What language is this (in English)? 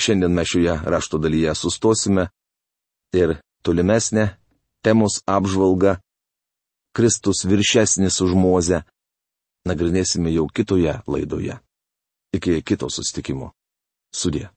Lithuanian